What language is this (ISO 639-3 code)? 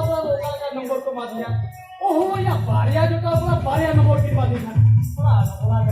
sat